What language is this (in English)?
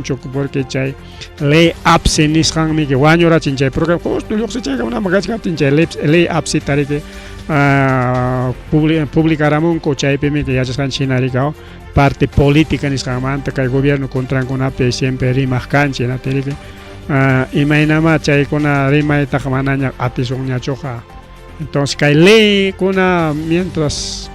Ayacucho Quechua